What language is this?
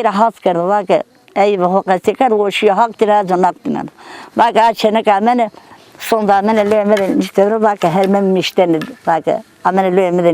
Zaza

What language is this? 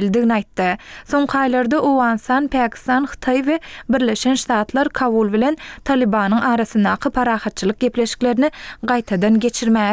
Turkmen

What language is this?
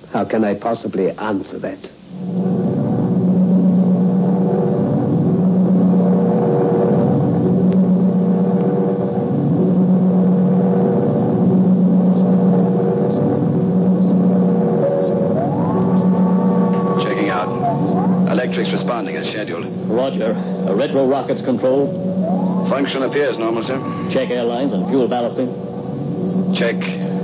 English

